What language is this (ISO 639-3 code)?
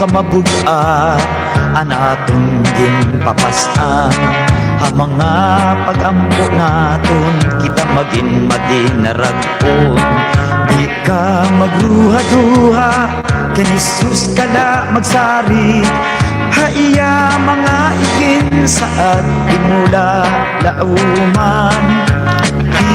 war